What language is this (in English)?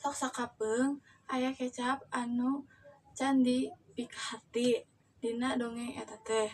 Sundanese